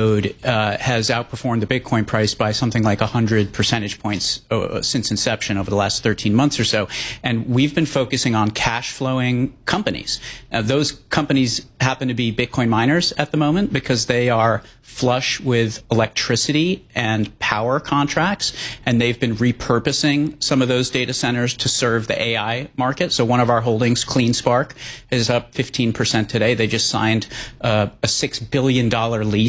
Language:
English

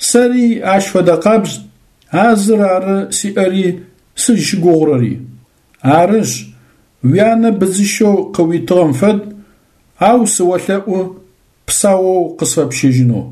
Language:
Adyghe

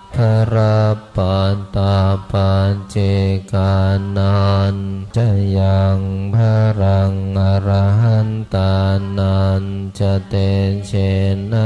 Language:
Pali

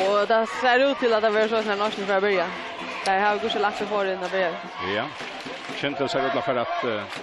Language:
Faroese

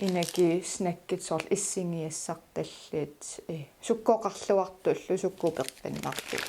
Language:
Kalaallisut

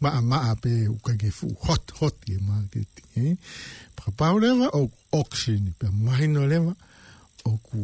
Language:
Tongan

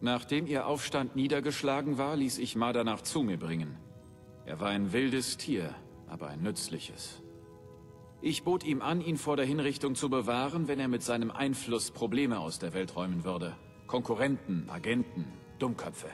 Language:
Bavarian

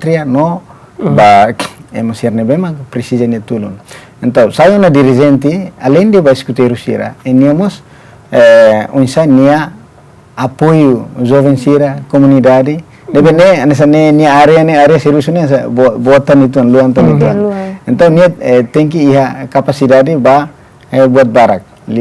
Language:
Tetum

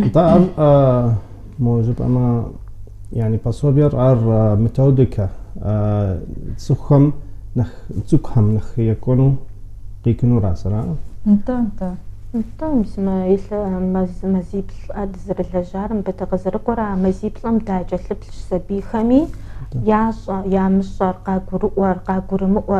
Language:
Kabardian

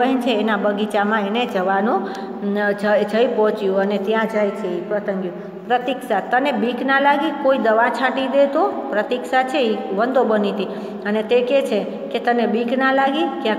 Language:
Gujarati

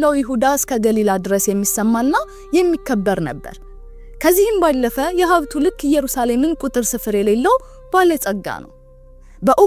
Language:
Amharic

